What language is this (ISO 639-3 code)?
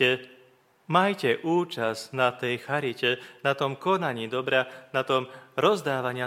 slk